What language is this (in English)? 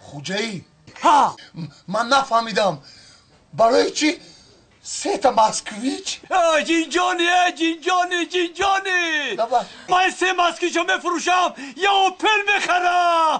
Tajik